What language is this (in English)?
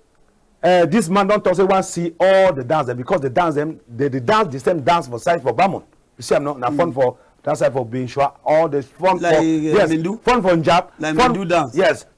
Cameroon Pidgin